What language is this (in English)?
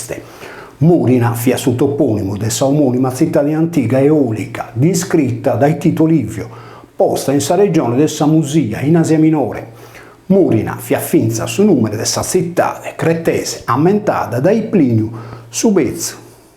Sardinian